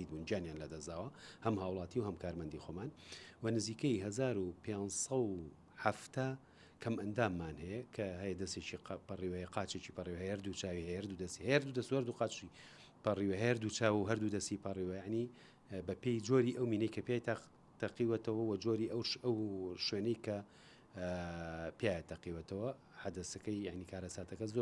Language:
Central Kurdish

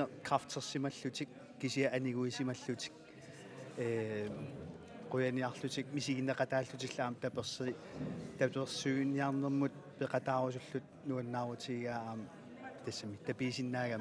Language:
Kalaallisut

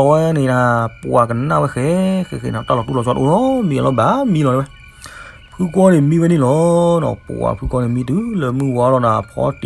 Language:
S'gaw Karen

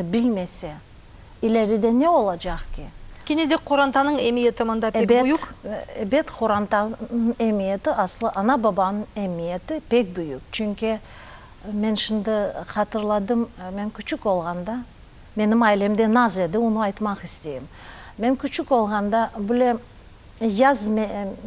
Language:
Crimean Tatar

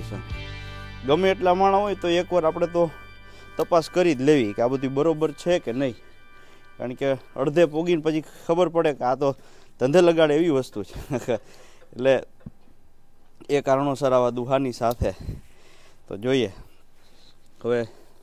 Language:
Gujarati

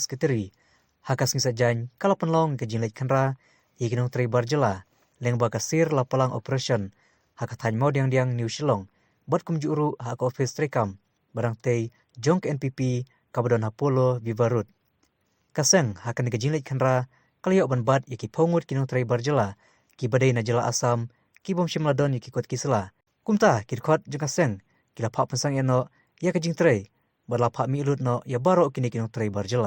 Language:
Khasi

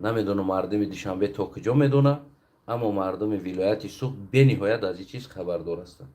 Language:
Tajik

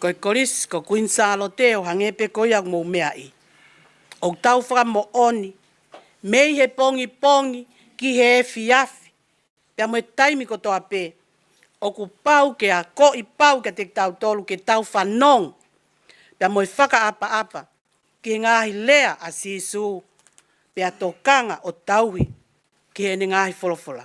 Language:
Tongan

